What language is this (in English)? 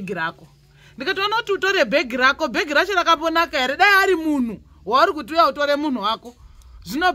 Shona